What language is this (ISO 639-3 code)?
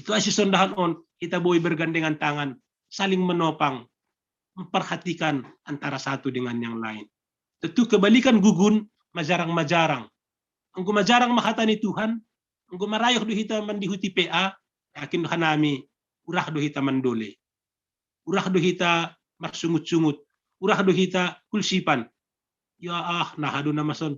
bts